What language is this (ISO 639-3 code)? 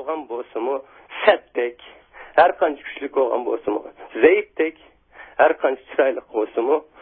uig